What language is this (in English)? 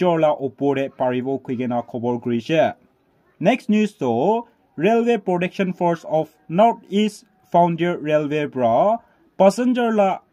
Naga Pidgin